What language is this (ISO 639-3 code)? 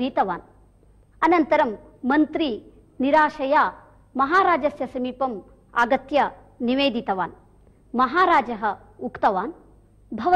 san